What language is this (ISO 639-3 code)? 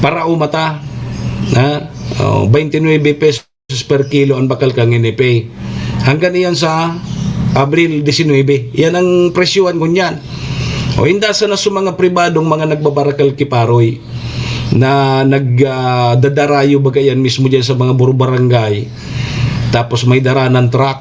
bik